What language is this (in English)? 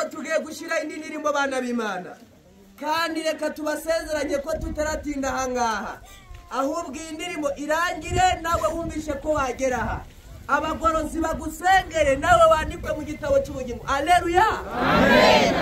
Kinyarwanda